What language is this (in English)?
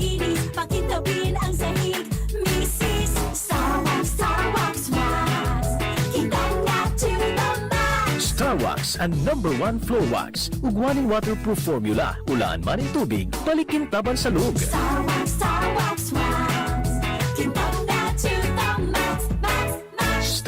Bikol